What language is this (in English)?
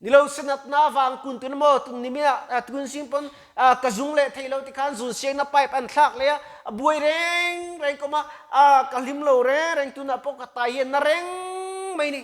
Mizo